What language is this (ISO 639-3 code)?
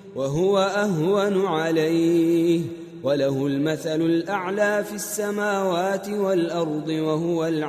ara